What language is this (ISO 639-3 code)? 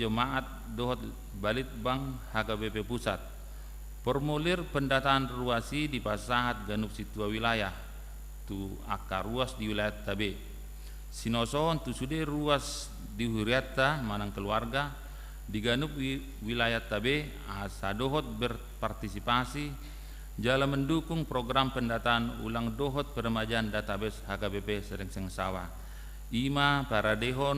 bbc